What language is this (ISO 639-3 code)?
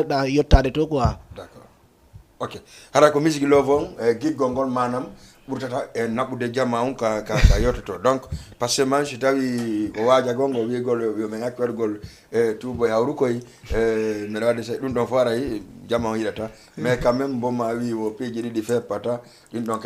ful